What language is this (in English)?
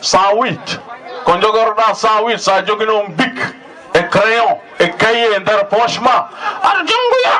Fula